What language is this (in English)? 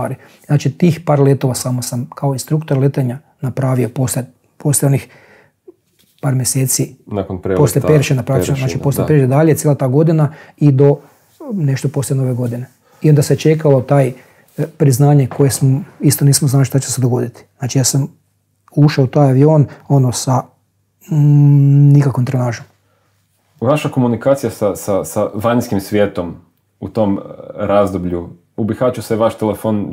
Croatian